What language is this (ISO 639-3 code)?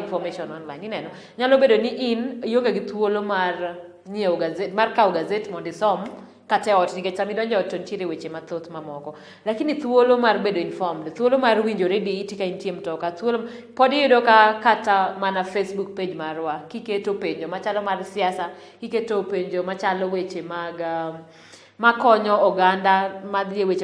luo